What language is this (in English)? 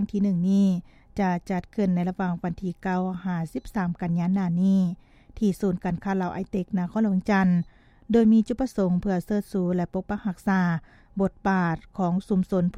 Lao